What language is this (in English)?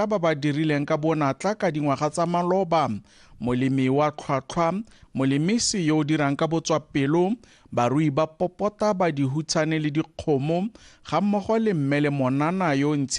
Tswana